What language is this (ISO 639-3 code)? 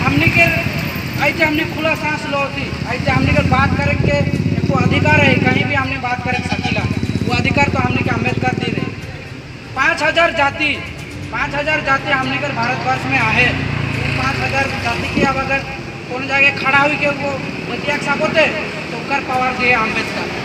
sck